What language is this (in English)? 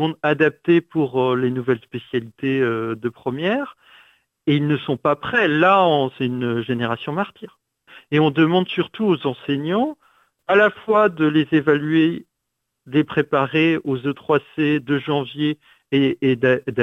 French